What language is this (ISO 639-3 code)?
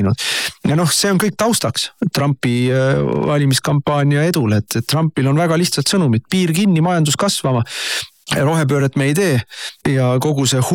est